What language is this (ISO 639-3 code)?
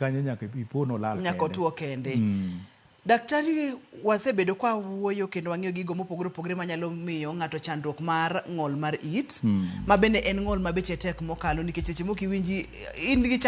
luo